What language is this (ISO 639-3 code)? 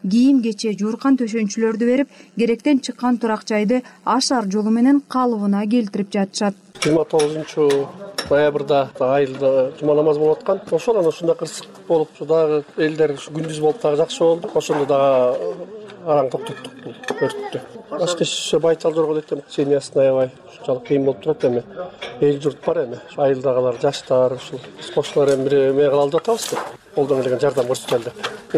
kir